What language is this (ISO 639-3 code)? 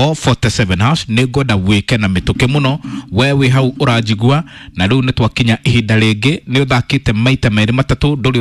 kik